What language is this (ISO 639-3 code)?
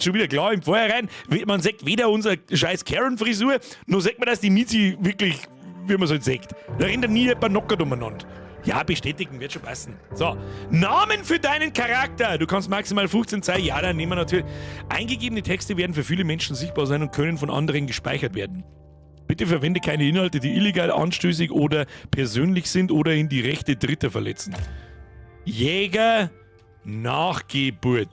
bar